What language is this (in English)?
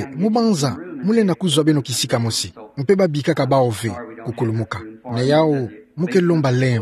Kituba (Democratic Republic of Congo)